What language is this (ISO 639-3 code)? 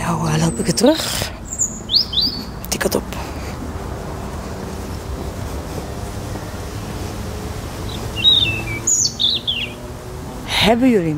nld